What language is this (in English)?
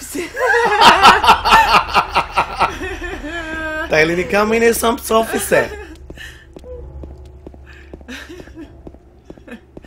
Greek